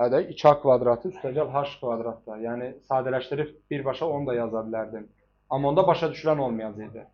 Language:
Azerbaijani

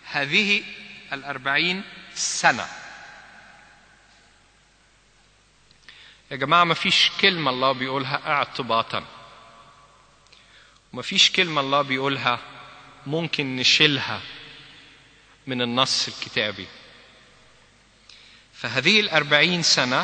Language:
Egyptian Arabic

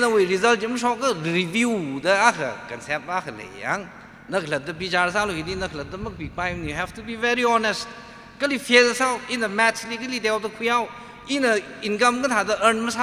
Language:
Tangkhul Naga (India)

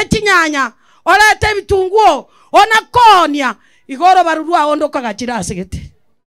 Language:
Gusii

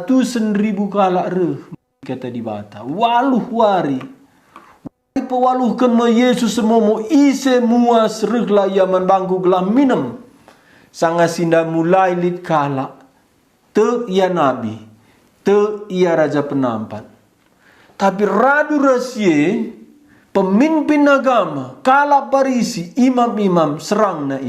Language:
Batak Karo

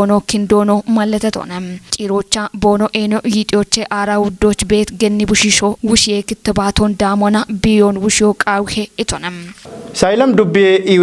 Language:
Kafa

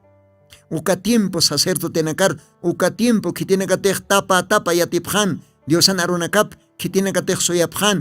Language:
Aymara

